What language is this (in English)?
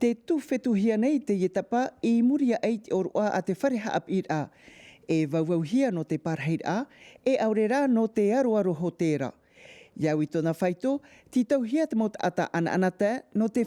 Tahitian